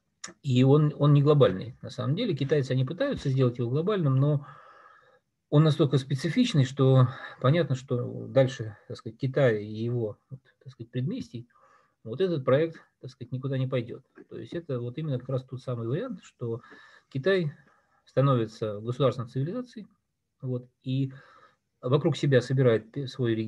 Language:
Russian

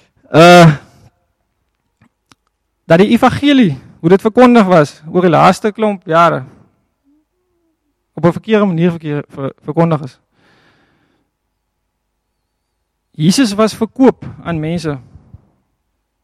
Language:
Afrikaans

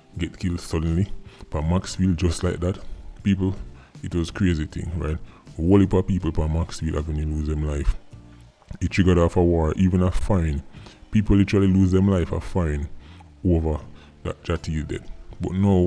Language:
Jamaican Creole English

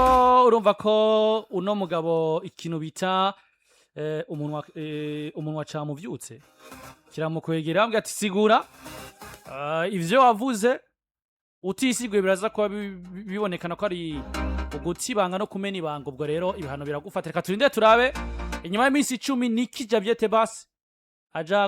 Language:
Rundi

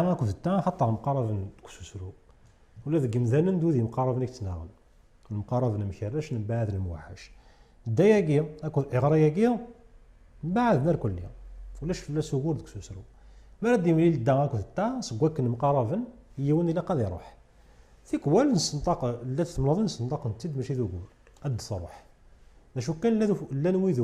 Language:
Kabyle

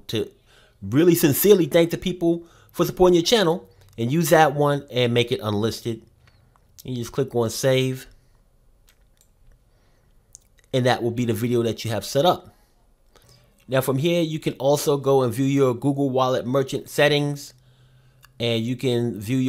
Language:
English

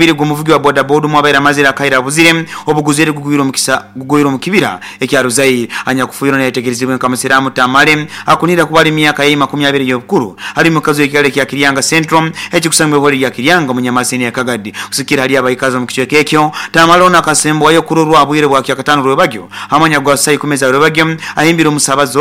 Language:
Nyoro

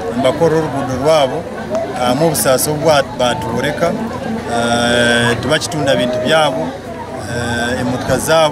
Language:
Nyankole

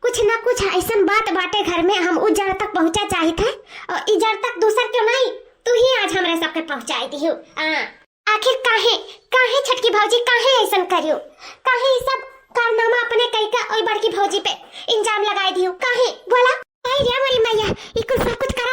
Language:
Awadhi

